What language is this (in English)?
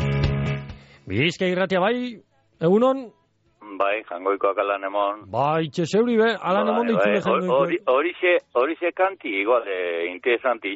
Basque